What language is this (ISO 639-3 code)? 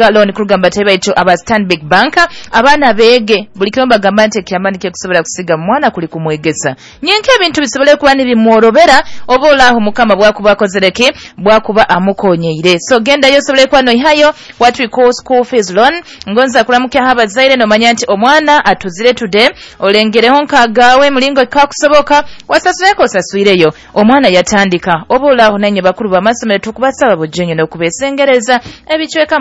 nyo